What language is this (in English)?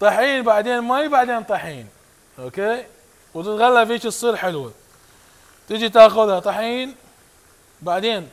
Mesopotamian Arabic